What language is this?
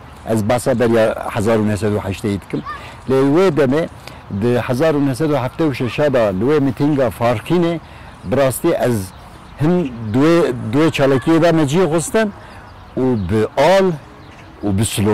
Kurdish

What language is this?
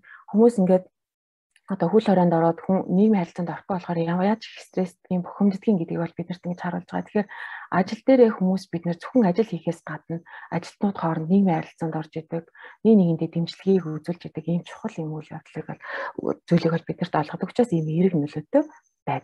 Mongolian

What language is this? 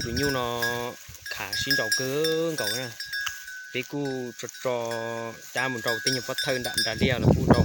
Hmong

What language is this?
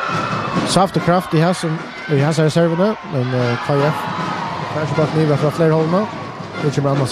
Faroese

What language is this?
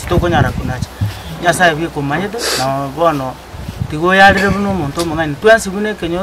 Gusii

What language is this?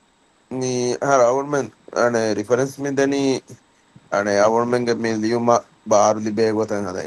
Divehi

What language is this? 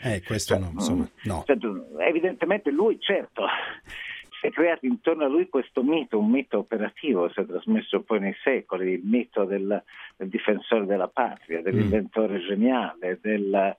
Italian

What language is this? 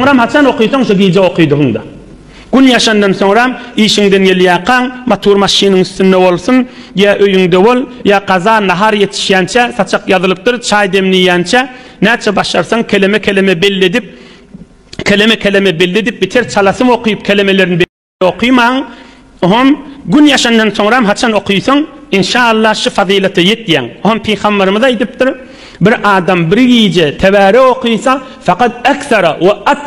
Turkmen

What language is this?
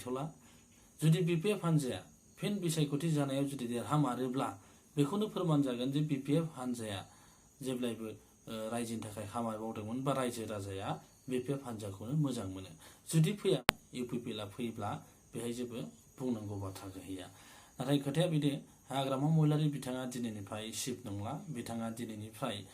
Bodo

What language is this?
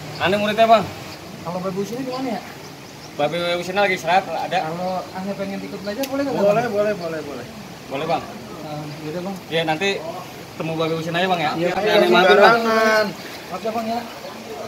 Betawi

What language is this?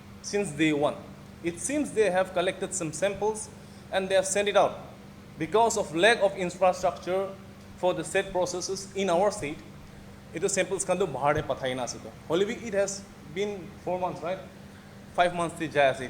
Naga Pidgin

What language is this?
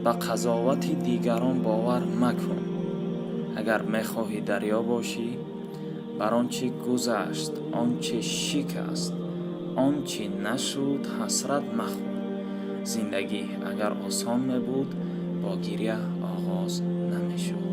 Tajik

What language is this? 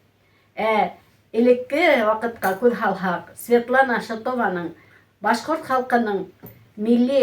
Bashkir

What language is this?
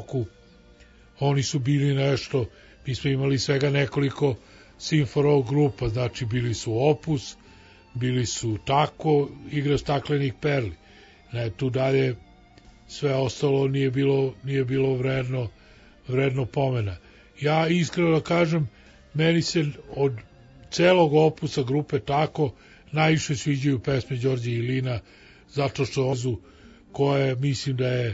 Serbian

